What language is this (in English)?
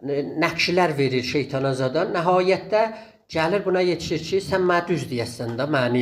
South Azerbaijani